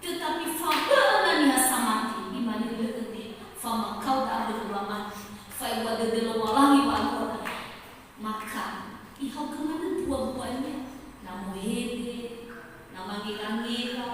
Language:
Nias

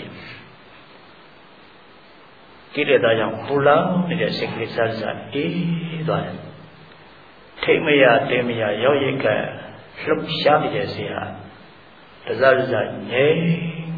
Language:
Burmese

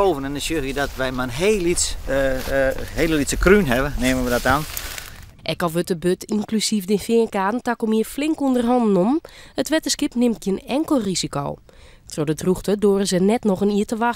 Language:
Western Frisian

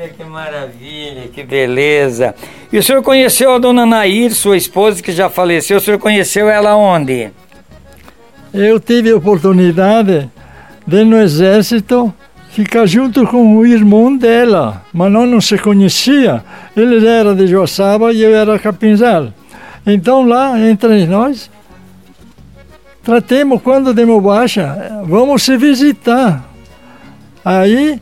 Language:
Portuguese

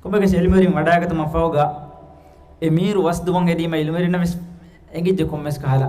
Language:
Divehi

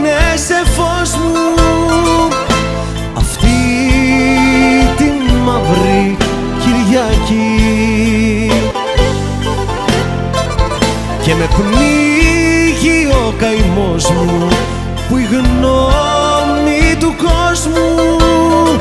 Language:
Greek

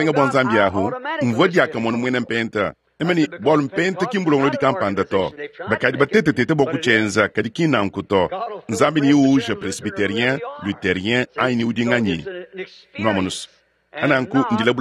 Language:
Luba-Lulua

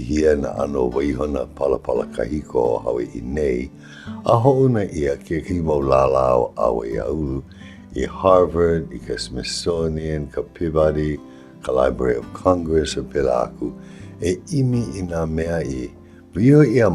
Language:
Hawaiian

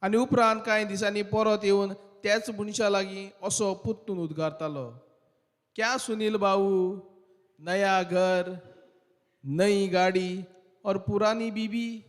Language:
Konkani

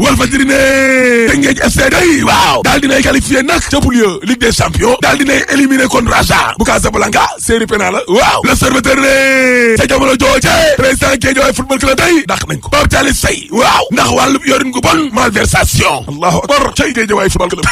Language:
Wolof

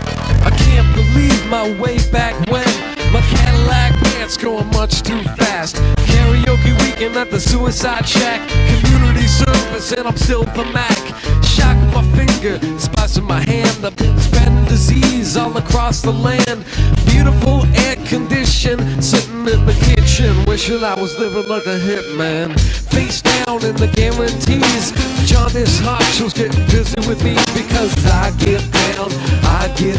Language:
English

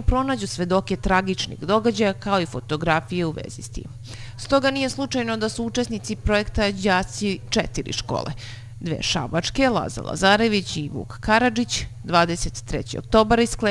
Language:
Serbian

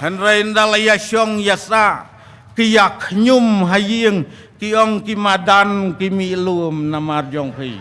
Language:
Khasi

